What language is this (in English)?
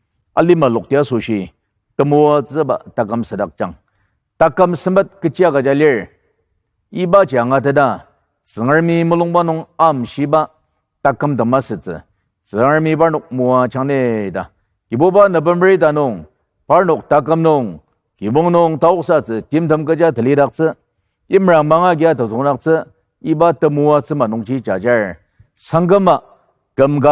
Ao Naga